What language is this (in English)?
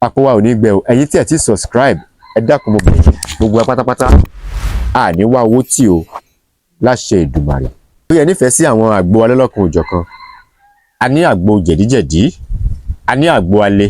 Yoruba